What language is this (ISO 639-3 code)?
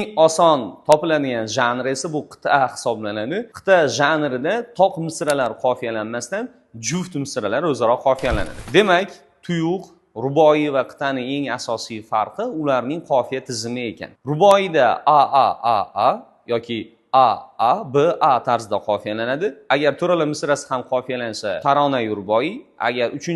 uzb